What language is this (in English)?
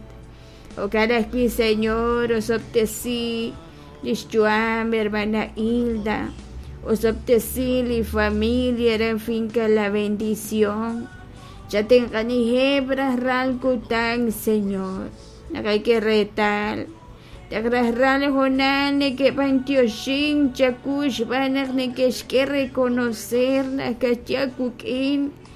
Kekchí